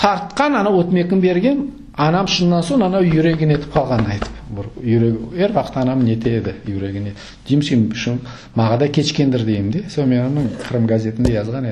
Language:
Crimean Tatar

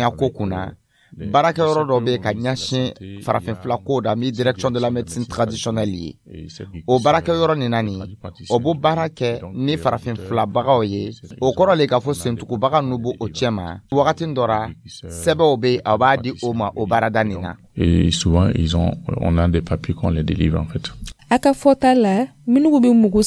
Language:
Dyula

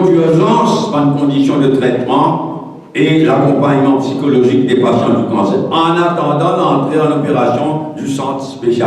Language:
Morisyen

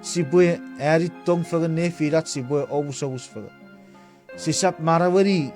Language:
Chuukese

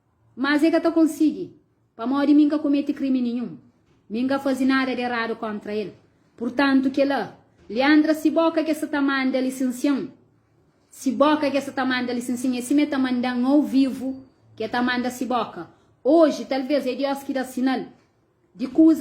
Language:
Kabuverdianu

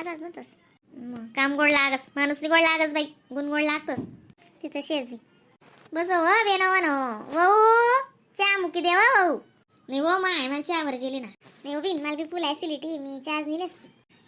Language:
Khandesi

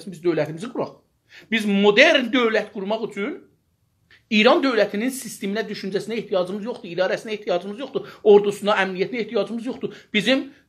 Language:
South Azerbaijani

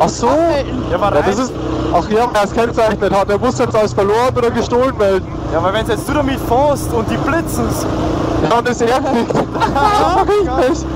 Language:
Bavarian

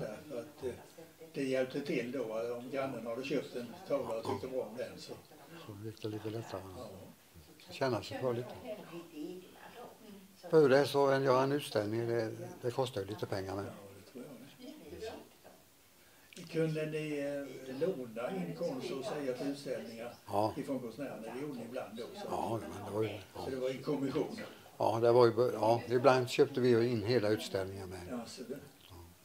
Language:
Swedish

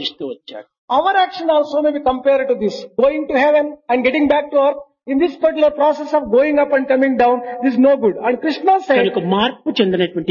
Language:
Telugu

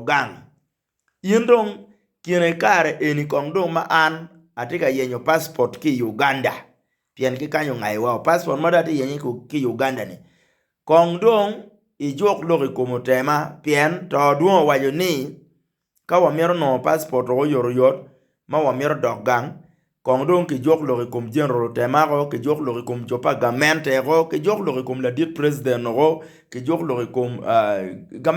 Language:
Acoli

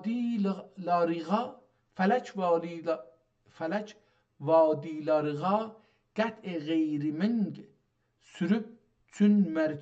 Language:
South Azerbaijani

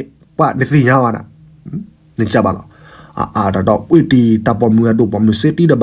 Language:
S'gaw Karen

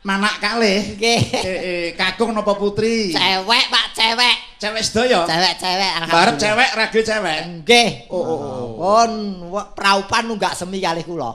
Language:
Javanese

